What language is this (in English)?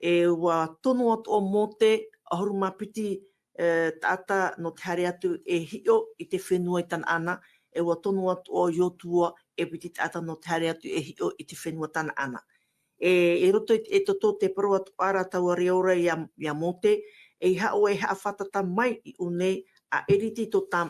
Tahitian